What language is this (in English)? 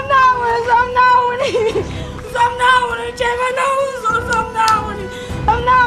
Dagbani